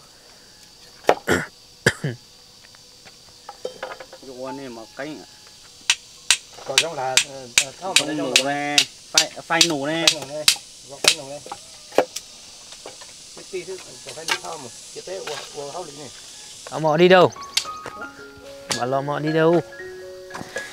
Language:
Vietnamese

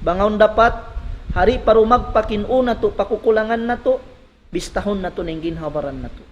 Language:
Tausug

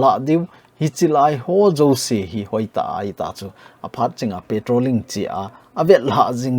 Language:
Thado Chin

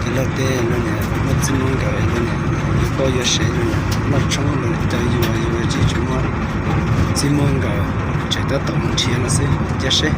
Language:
Hmong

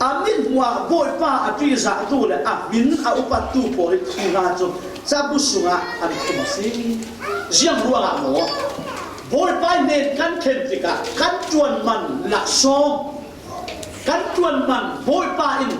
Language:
Falam Chin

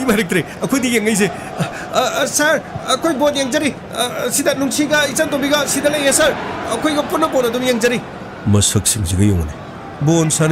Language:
Manipuri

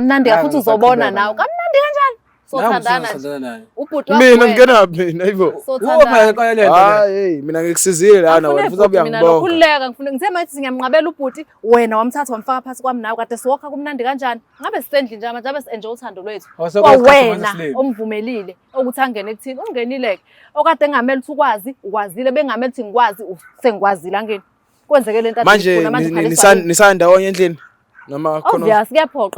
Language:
Zulu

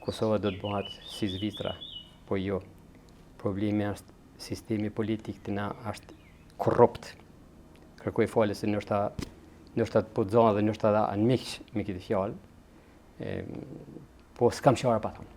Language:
Albanian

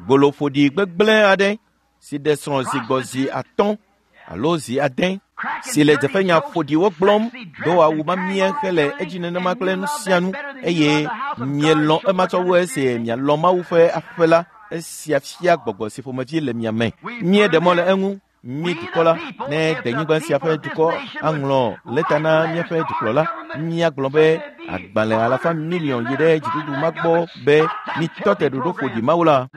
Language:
Ewe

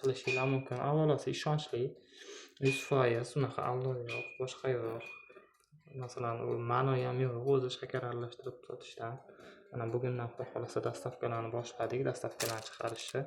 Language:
Uzbek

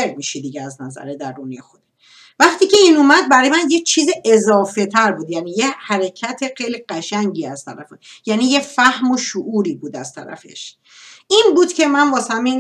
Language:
Persian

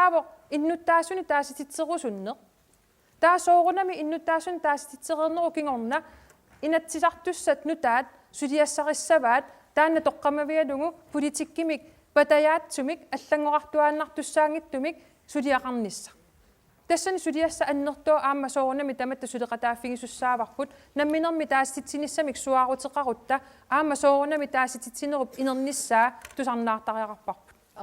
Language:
Kalaallisut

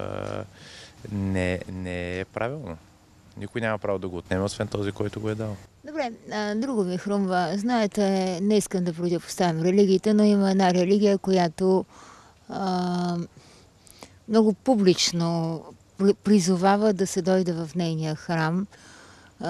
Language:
Bulgarian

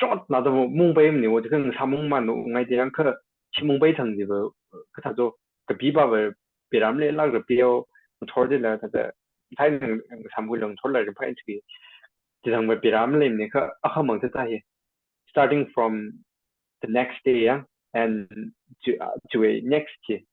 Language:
Tangkhul Naga (India)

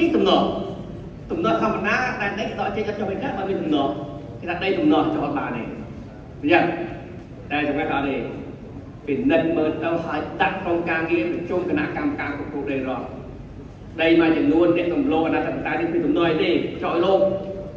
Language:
Khmer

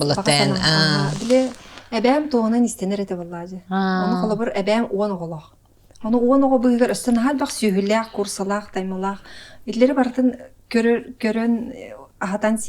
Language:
Yakut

